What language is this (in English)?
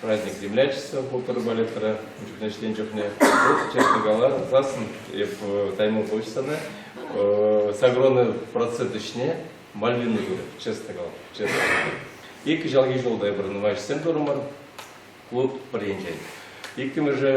Chuvash